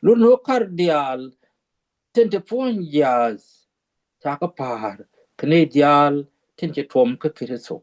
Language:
Nuer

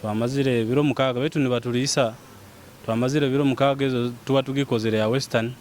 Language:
Nyoro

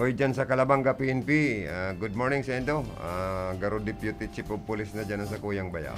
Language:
Bikol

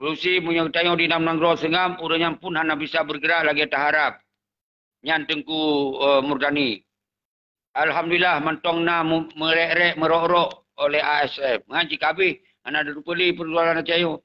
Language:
Achinese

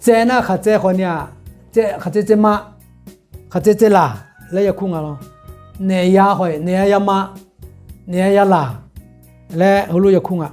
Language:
Akha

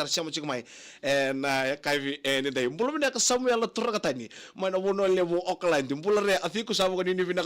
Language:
Fijian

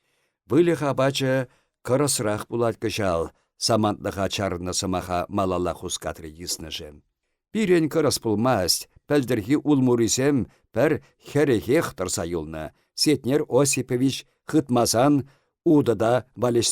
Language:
Chuvash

